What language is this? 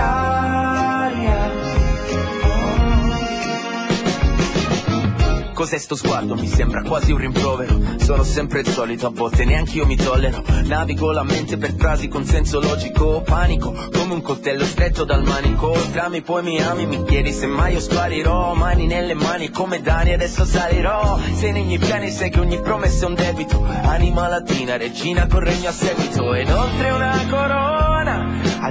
Italian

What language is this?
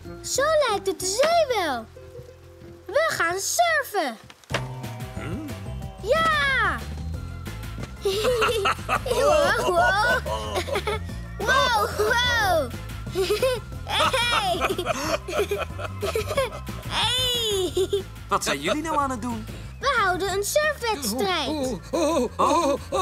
Dutch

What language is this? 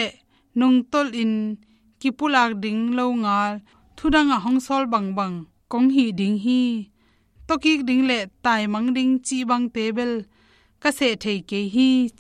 Tedim Chin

